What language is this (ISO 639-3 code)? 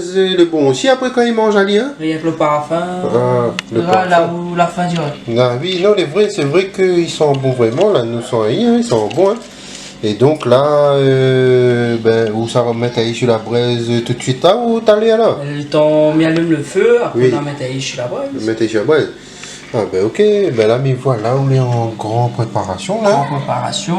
rcf